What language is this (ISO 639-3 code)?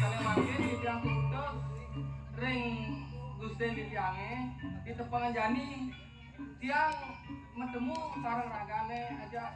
ban